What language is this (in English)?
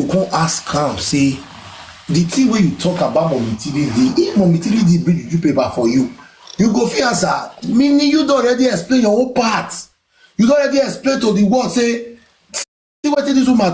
Nigerian Pidgin